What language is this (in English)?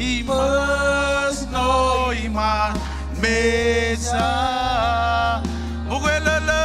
Marshallese